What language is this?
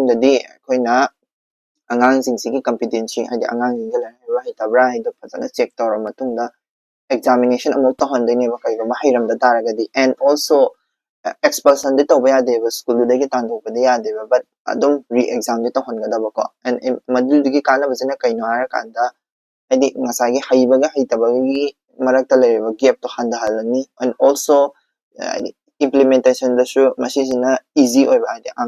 Manipuri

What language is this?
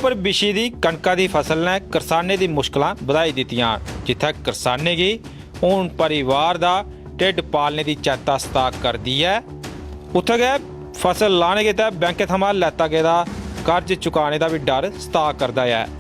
Dogri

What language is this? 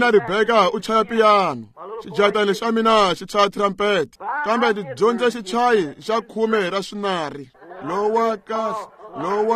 Tsonga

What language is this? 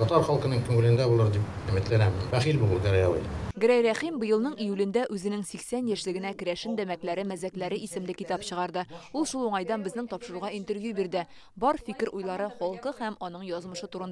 Tatar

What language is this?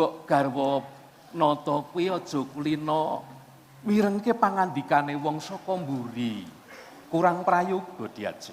Javanese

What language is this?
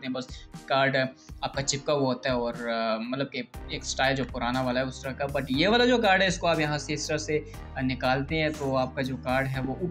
Hindi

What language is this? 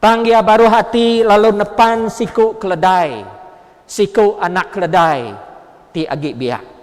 Iban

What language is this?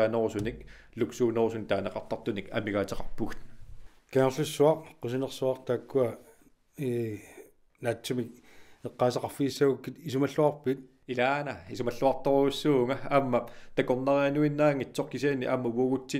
Kalaallisut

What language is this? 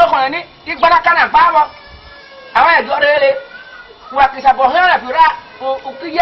Esan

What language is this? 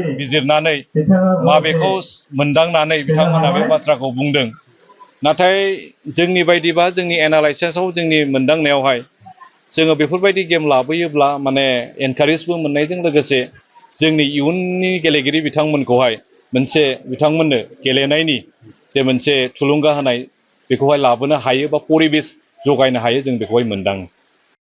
Bodo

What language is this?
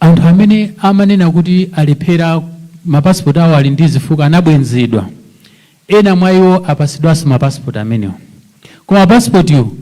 Nyanja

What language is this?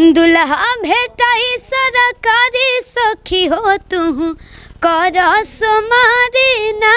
Bhojpuri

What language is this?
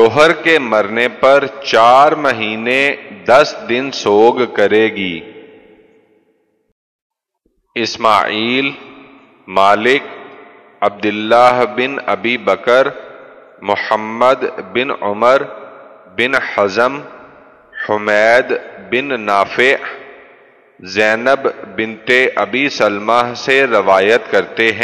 Urdu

